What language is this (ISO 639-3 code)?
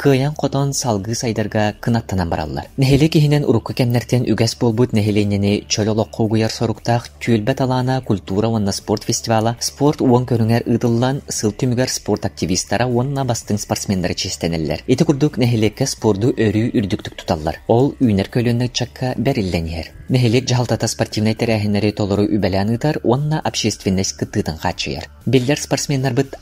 sah